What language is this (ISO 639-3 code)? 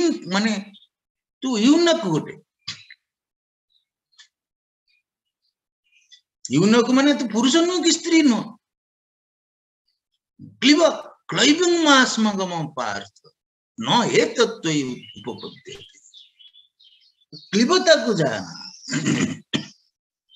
ori